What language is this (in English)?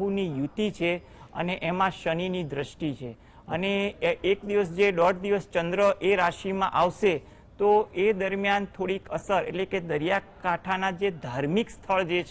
Gujarati